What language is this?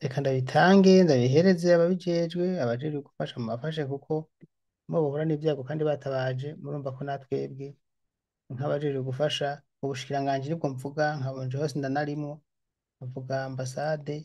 Rundi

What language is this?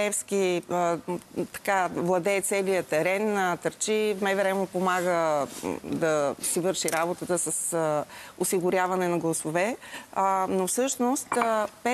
Bulgarian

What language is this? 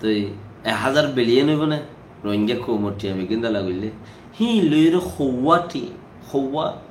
Rohingya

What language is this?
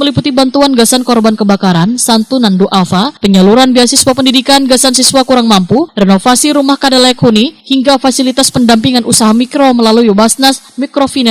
Banjar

